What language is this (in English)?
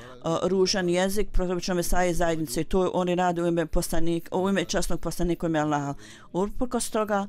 Bosnian